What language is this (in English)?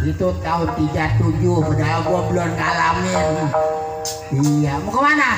Betawi